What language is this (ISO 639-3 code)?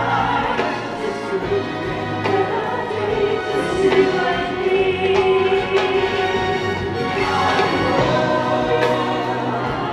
jpn